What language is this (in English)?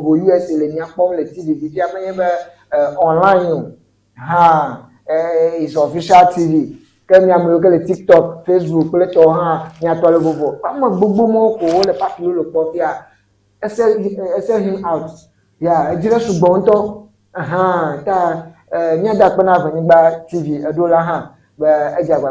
Ewe